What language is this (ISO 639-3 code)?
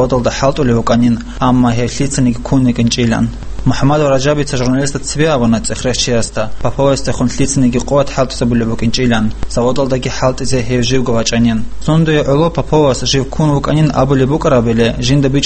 ava